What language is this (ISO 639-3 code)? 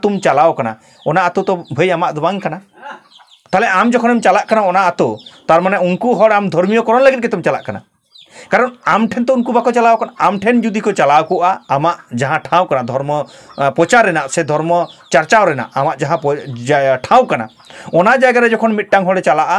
sat